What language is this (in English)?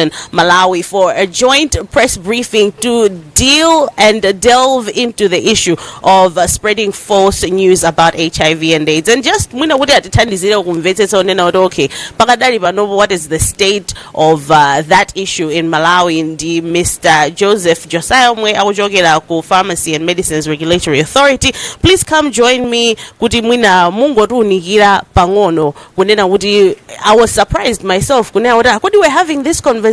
Nyanja